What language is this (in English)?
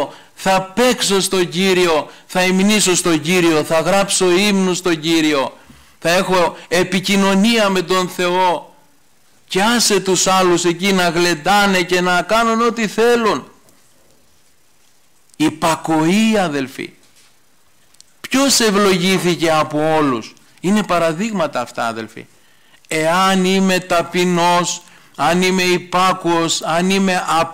Greek